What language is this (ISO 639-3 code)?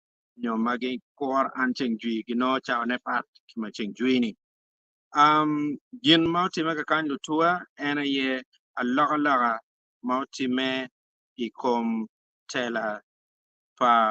ach